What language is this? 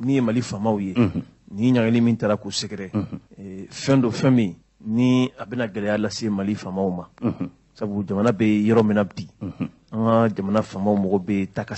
Bambara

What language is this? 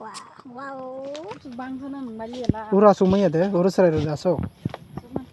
Kok Borok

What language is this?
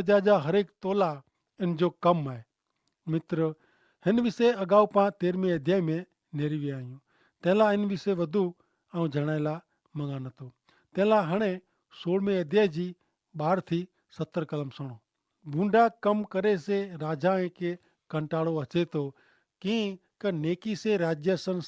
Kachhi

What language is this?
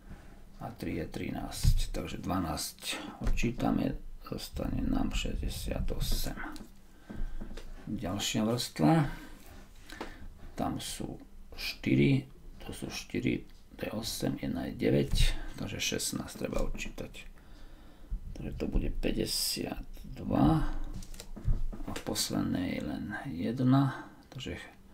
Slovak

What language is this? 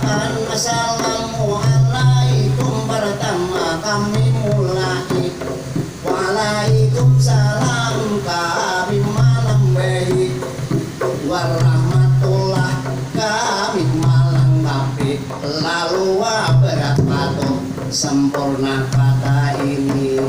Banjar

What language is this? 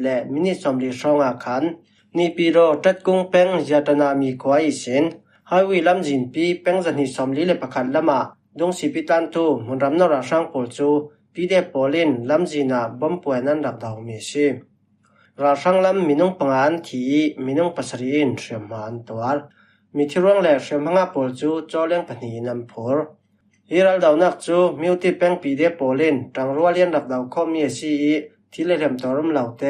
Falam Chin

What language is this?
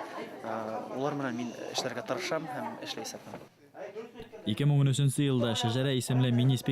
Bashkir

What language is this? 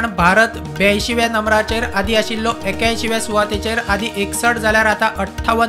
Konkani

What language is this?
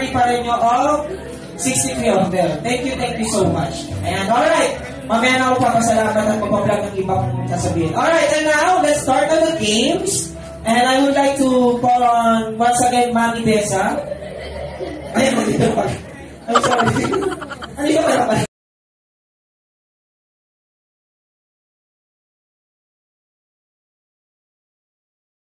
Filipino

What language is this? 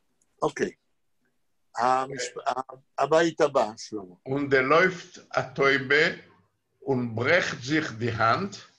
Hebrew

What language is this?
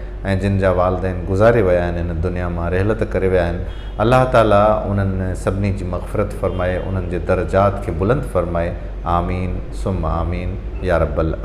Sindhi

